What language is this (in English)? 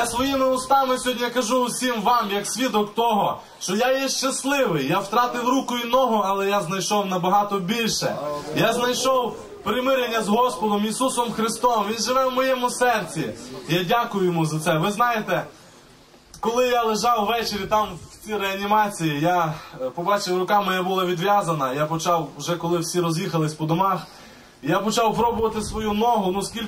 Ukrainian